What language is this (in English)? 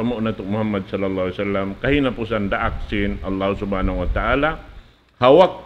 Tausug